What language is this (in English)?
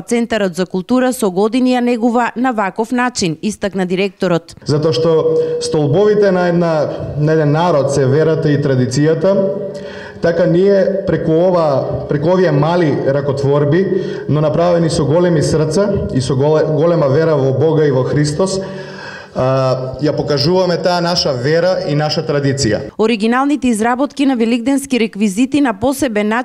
Macedonian